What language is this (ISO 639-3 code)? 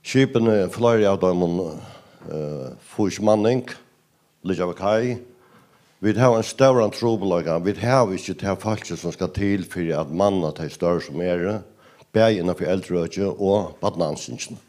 fao